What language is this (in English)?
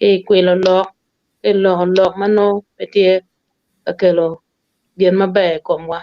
Acoli